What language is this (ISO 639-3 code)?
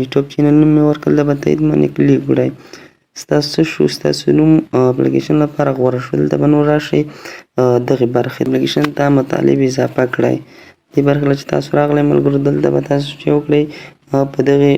pus